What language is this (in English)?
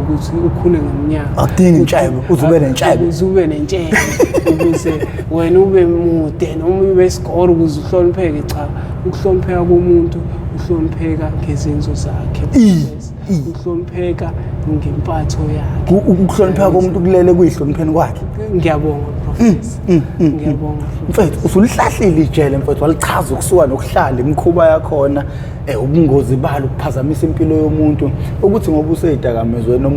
Zulu